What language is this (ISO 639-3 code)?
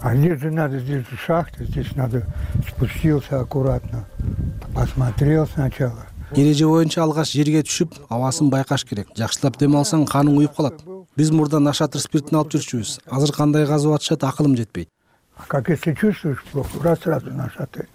kir